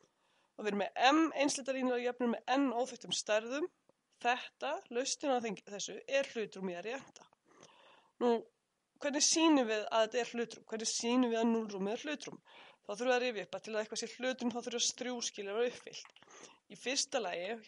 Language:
Icelandic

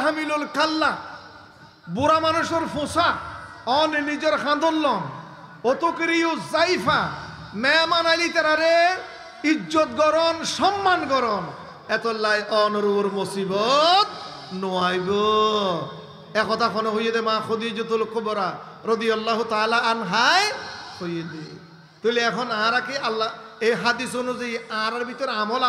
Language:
Rohingya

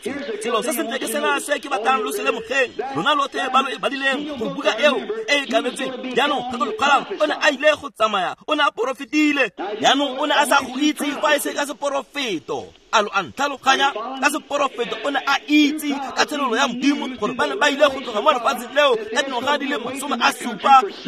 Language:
Tswana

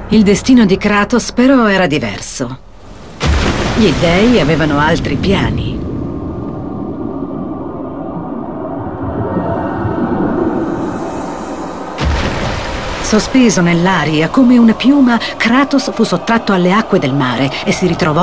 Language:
Italian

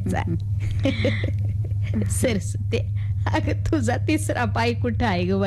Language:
Marathi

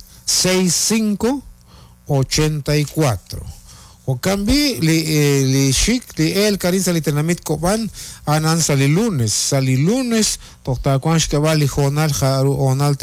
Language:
Kekchí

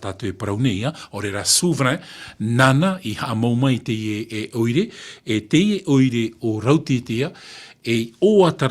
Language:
Tahitian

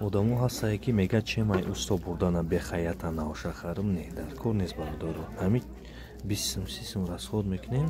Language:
Tajik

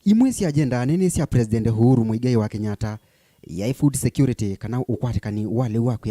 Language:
Kamba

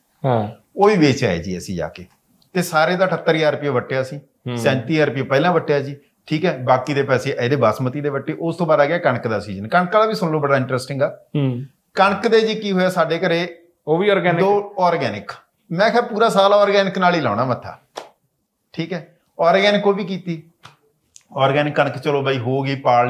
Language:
Punjabi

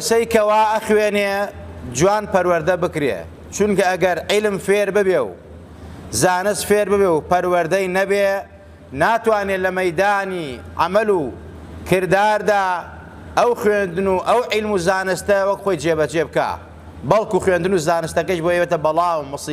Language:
Central Kurdish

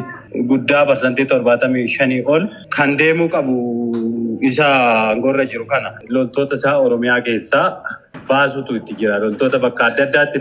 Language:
Oromo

